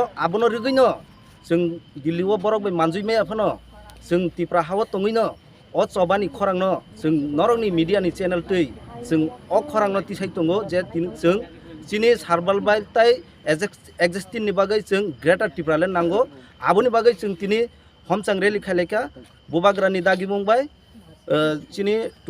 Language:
Kok Borok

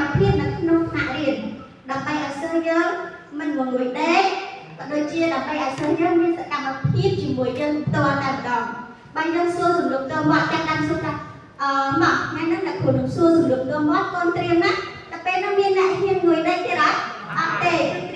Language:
Khmer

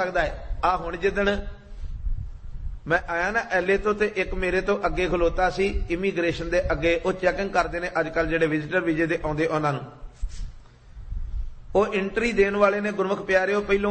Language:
Punjabi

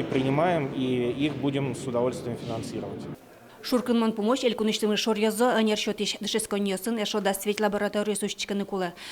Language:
Udmurt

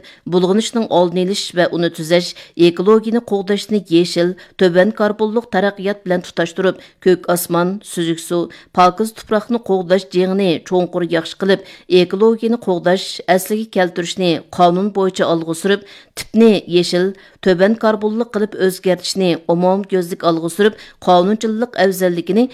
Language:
Uyghur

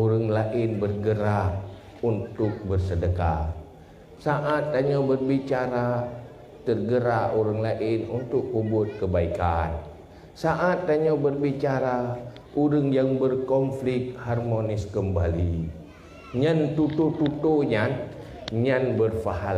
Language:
Achinese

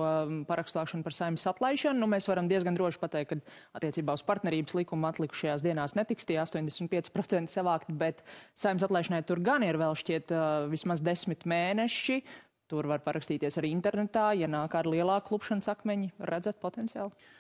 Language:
Latvian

